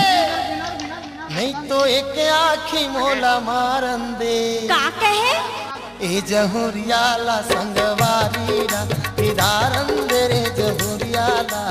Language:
Chhattisgarhi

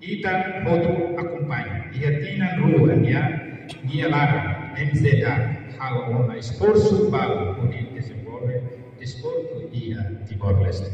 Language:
Tetum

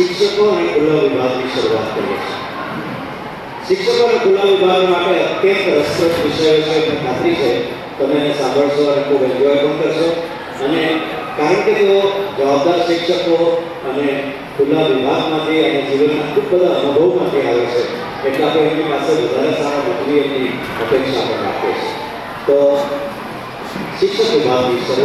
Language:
Gujarati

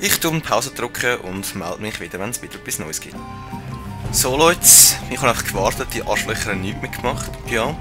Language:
Swiss German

